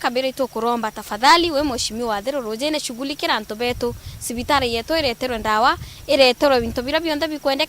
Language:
Meru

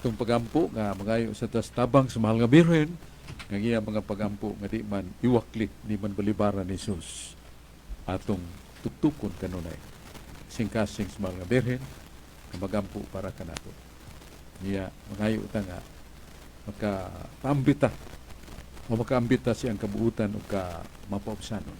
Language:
Cebuano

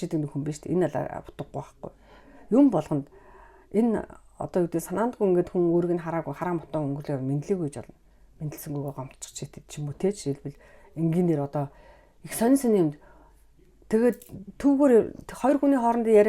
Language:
Mongolian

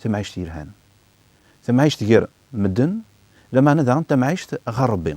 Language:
Kabyle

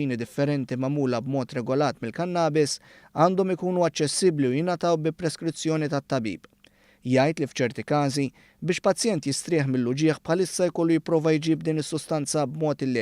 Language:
Maltese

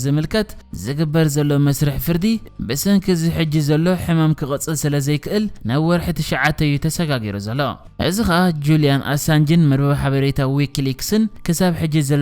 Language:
Tigrinya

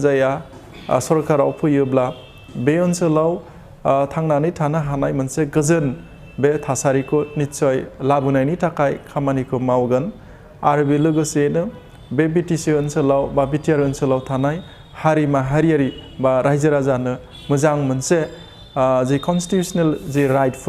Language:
Bodo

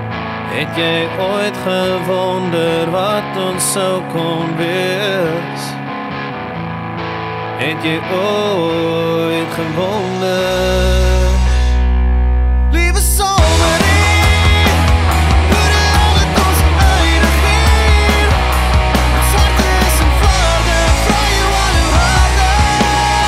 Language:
Afrikaans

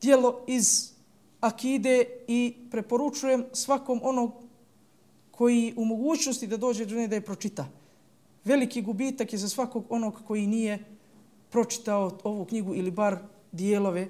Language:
Bosnian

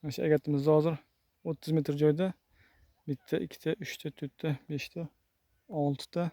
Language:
Uzbek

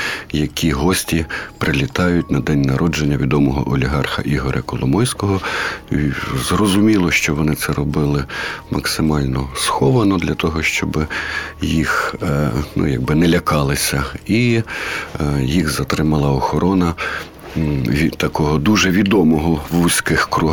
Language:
Ukrainian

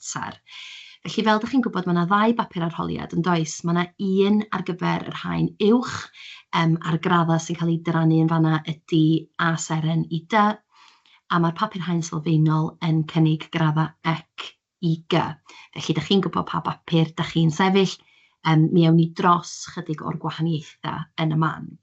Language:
Welsh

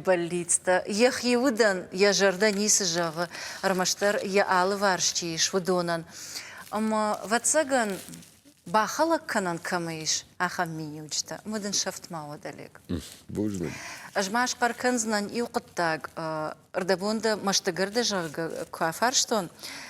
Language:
Ossetic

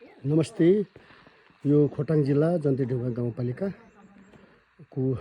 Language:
Nepali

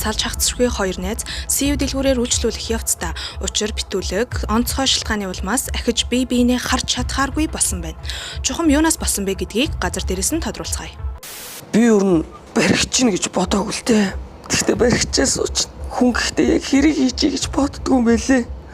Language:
Mongolian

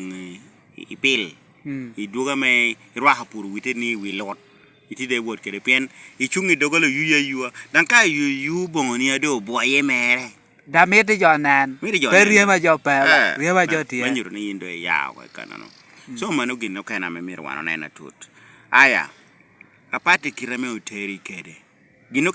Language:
Lango (Uganda)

